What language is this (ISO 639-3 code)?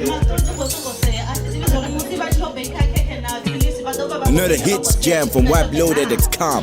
ven